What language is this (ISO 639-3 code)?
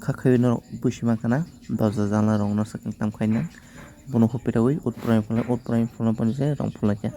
trp